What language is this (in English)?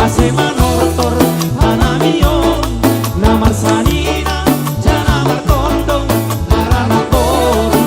Batak Simalungun